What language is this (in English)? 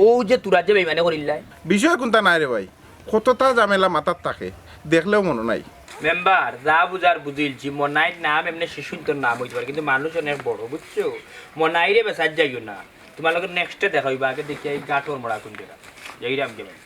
Sylheti